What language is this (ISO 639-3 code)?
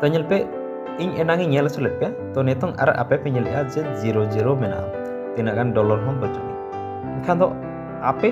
sat